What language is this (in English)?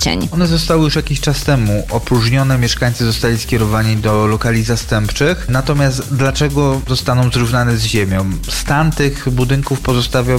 Polish